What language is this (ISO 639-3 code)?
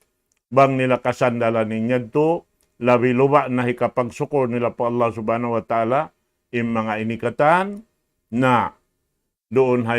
tsg